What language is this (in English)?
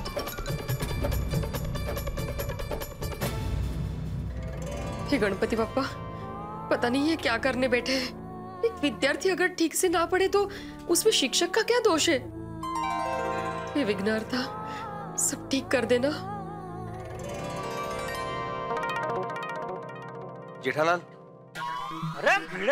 Hindi